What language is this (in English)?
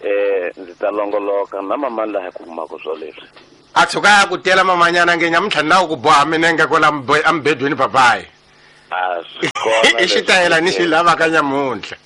Tsonga